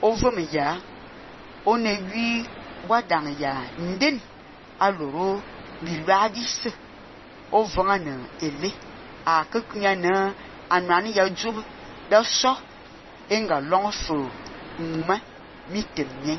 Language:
Fang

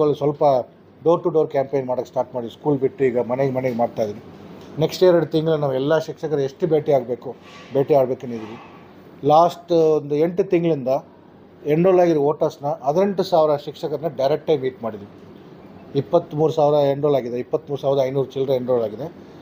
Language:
Kannada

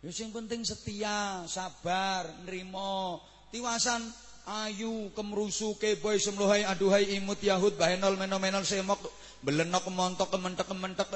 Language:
Javanese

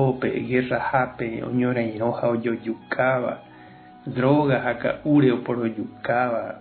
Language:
Guarani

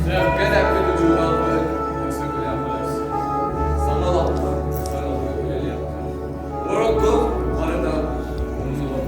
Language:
Yakut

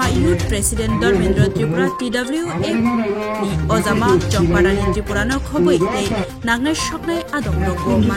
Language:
Kok Borok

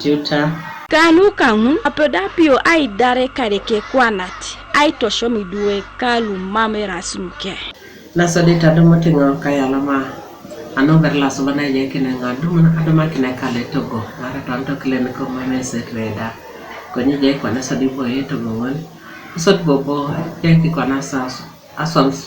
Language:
Teso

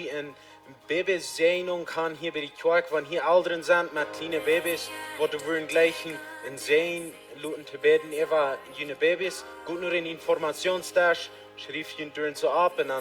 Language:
Plautdietsch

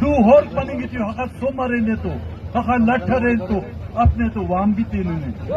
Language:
Eastern Balochi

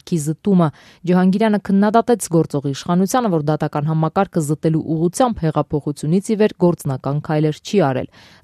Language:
Armenian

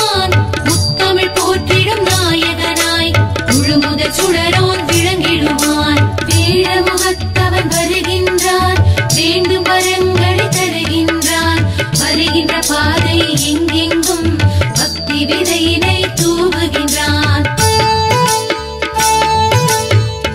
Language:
Tamil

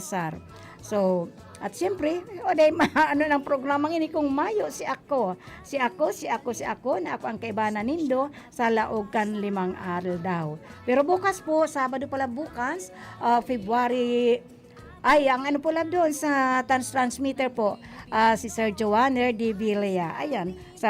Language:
Bikol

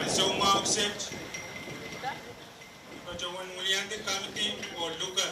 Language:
Pohnpeian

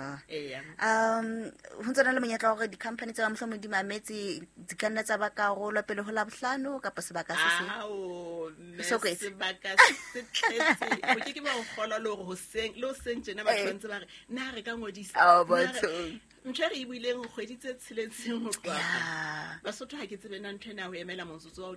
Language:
Southern Sotho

